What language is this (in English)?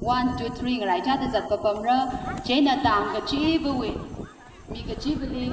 Tangkhul Naga (India)